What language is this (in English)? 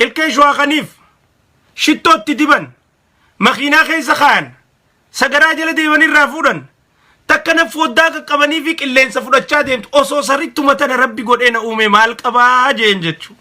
Oromo